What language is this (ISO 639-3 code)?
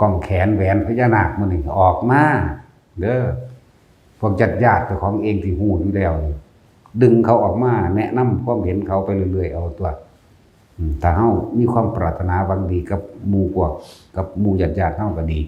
tts